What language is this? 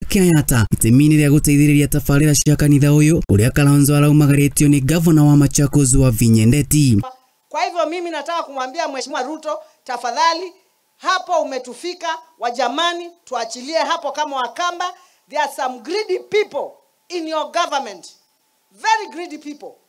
Kikuyu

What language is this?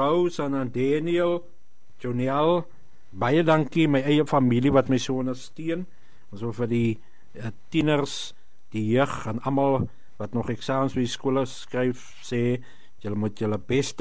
Afrikaans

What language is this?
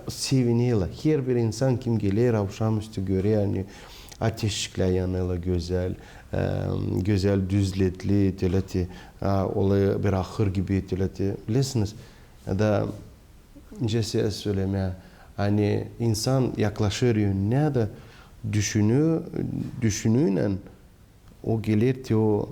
Gagauz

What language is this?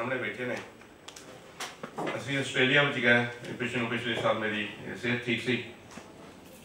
Punjabi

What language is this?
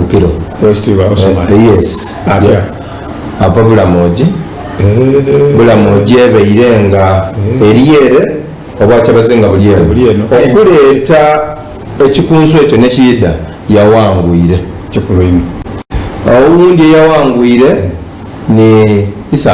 Soga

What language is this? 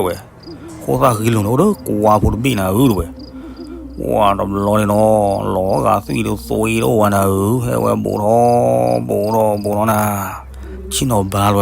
S'gaw Karen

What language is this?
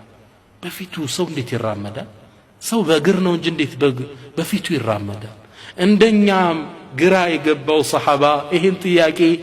Amharic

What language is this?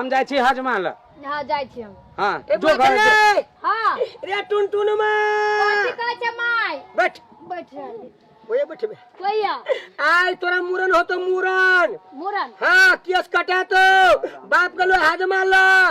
Maithili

